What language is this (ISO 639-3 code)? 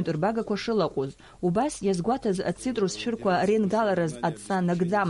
abk